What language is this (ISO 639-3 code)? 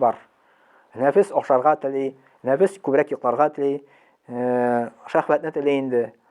tat